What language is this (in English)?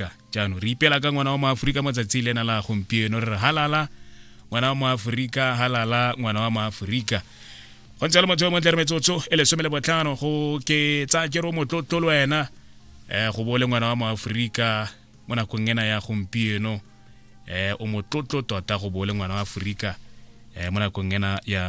Tswana